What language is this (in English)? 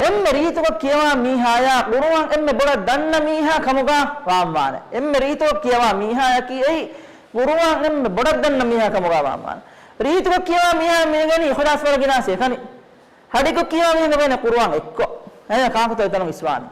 Divehi